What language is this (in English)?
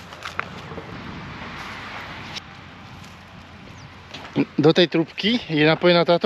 Slovak